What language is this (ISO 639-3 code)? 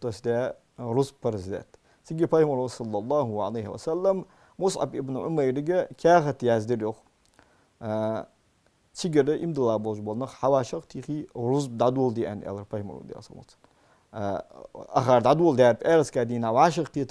inh